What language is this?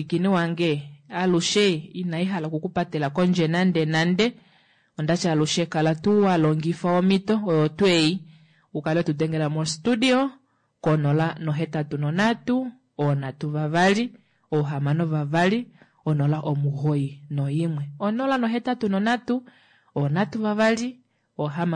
Kuanyama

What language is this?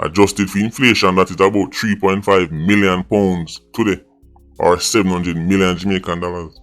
Jamaican Creole English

